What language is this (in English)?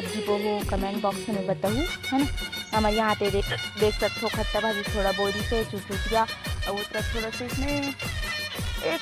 Chhattisgarhi